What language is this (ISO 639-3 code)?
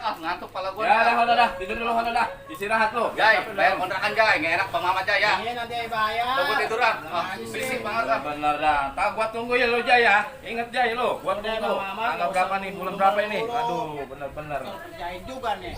bew